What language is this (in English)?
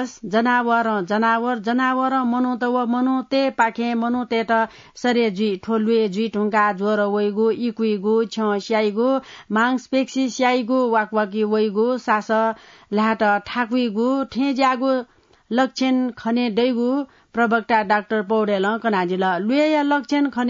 Newari